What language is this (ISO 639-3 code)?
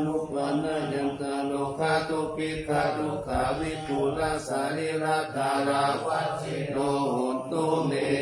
pli